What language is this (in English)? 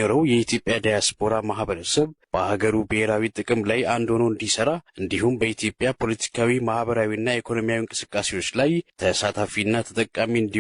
Amharic